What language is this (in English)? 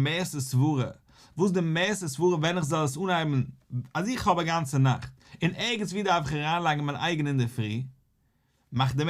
Yiddish